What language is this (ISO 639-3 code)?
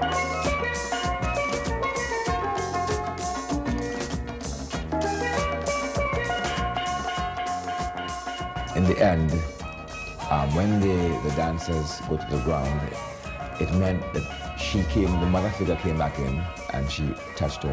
eng